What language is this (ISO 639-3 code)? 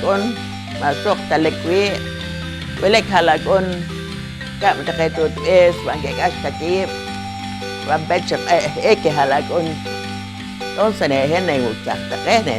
poh